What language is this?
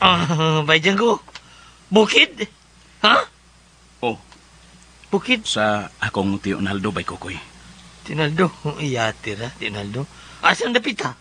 Cebuano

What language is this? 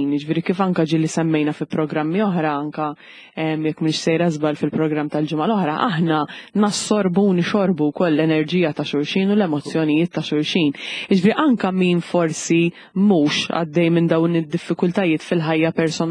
Maltese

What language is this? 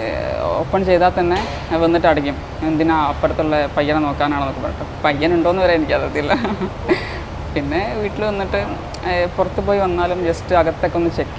Malayalam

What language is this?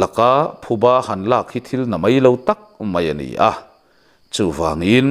Mizo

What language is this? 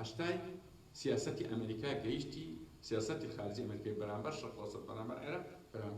Central Kurdish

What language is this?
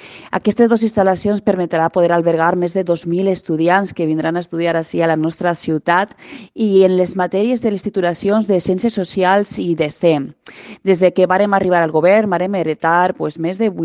Catalan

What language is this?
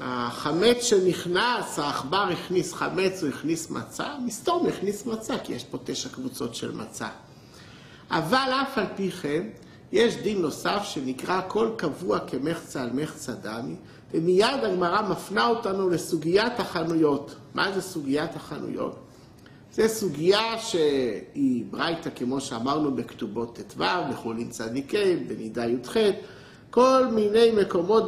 Hebrew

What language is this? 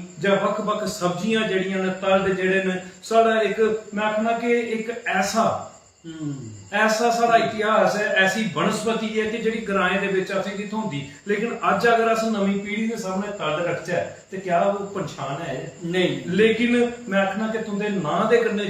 Dogri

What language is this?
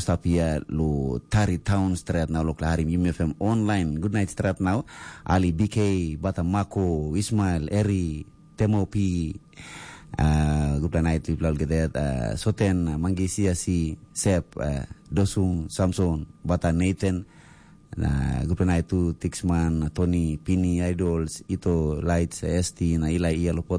Tok Pisin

